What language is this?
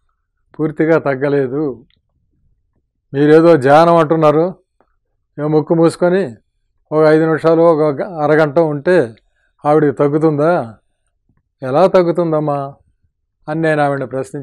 Telugu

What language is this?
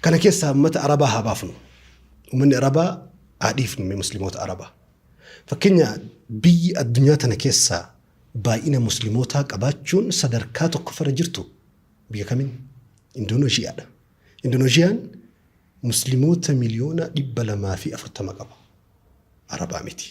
Oromo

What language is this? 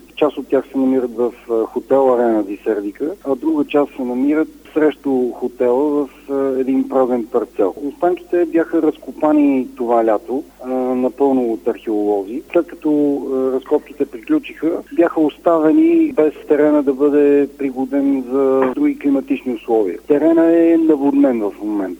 Bulgarian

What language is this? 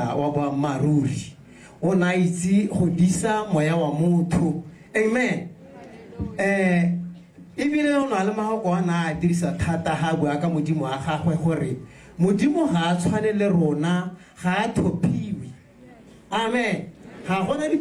Tswana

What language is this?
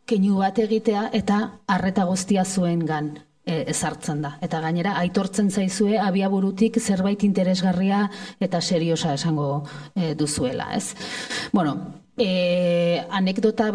Basque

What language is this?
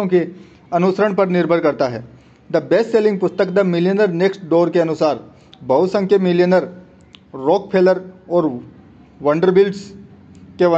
Hindi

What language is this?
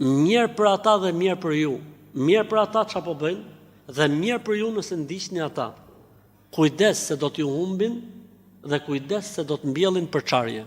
Albanian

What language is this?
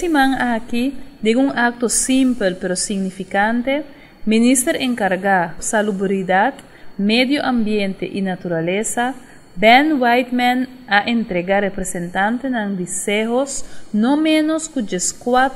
Papiamento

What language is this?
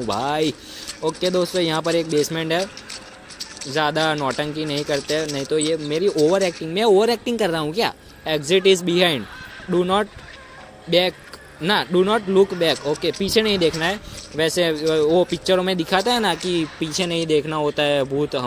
Hindi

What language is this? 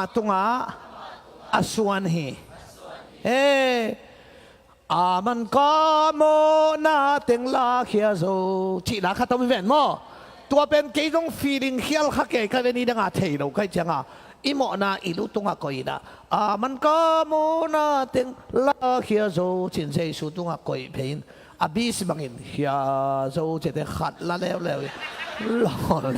Tedim Chin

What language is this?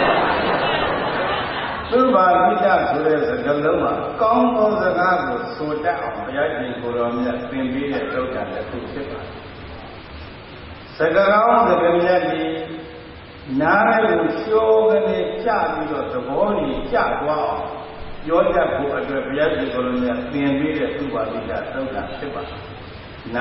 Burmese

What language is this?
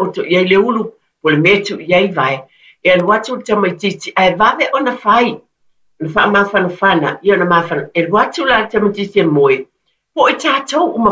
Samoan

